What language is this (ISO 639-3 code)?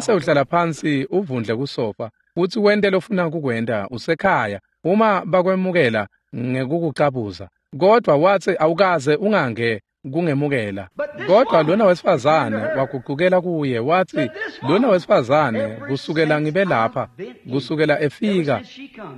ssw